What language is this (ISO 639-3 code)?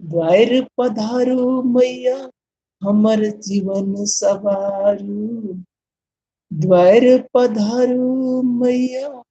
mai